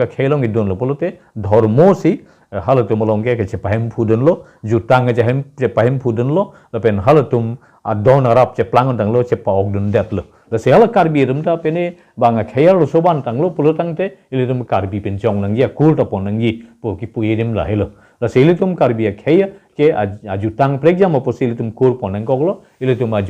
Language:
Karbi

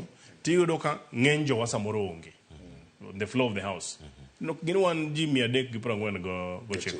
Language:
Luo (Kenya and Tanzania)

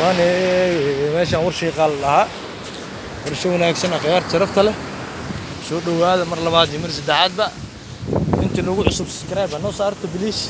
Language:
Somali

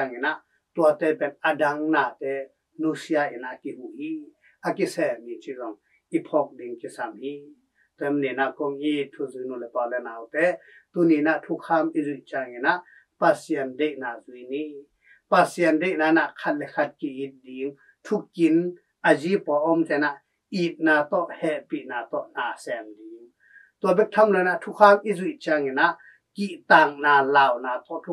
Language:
Tedim Chin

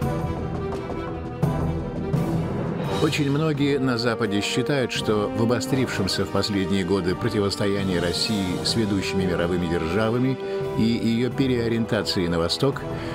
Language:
Russian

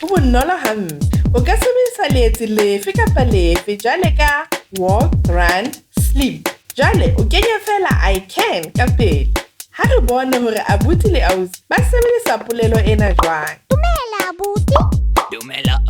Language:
Southern Sotho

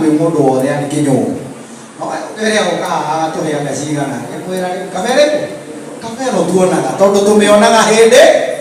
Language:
Kikuyu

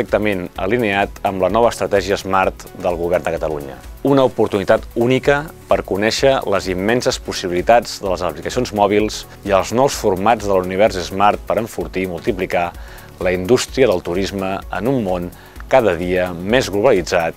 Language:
Catalan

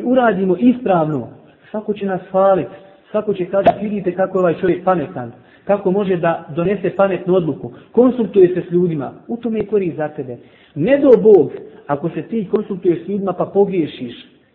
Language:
Bosnian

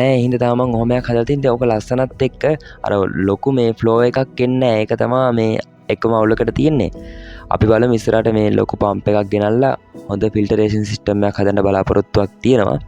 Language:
Sinhala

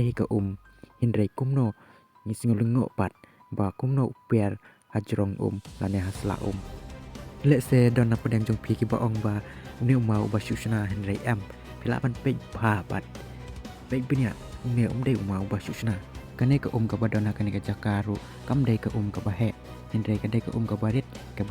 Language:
Khasi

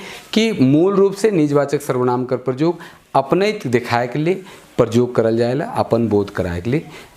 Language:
Sadri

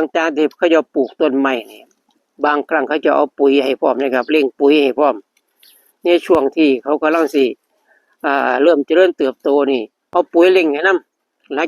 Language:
Northeastern Thai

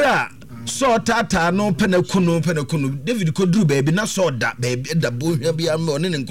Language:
Akan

